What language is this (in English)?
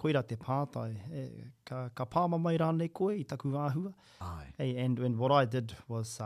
Māori